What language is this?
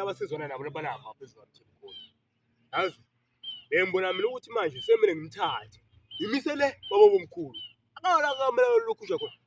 Zulu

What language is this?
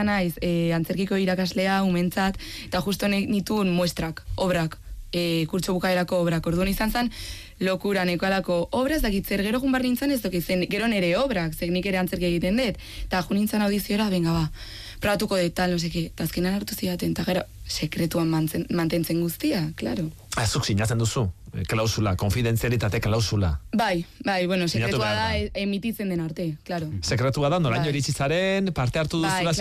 Basque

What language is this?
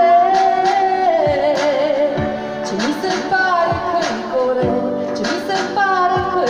Romanian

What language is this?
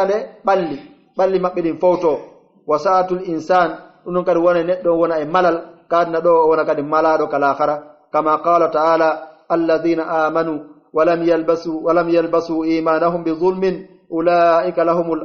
Pular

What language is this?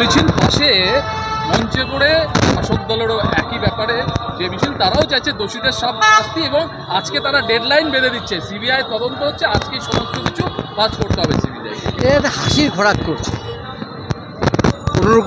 Bangla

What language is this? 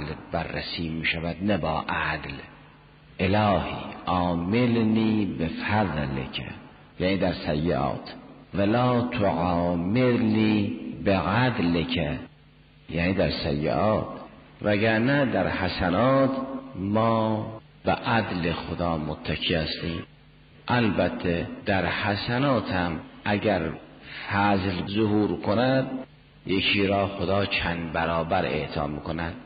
Persian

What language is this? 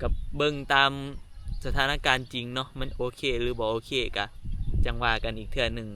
Northeastern Thai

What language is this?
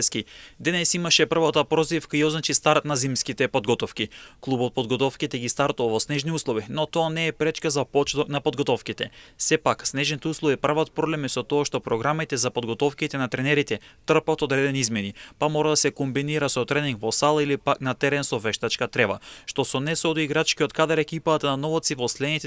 Macedonian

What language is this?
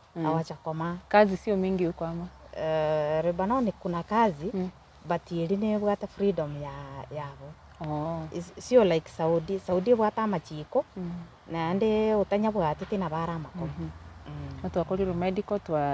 Gusii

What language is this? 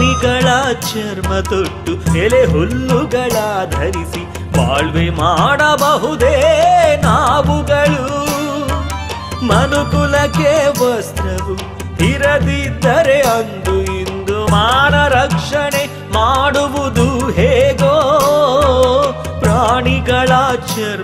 Kannada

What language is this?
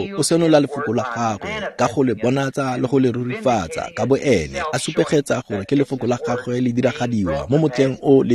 Tswana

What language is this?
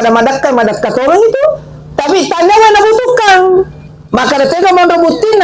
Buginese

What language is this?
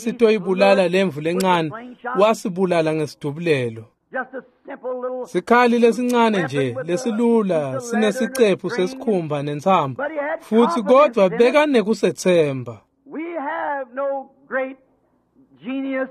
Swati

